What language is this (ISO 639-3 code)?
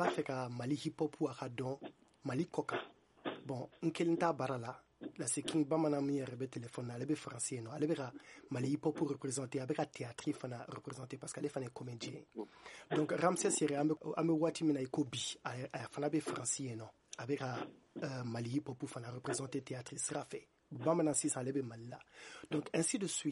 bam